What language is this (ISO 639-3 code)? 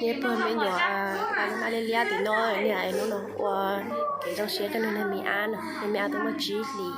hmn